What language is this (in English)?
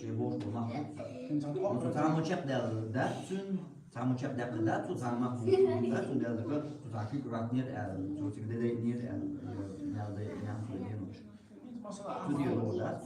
Chechen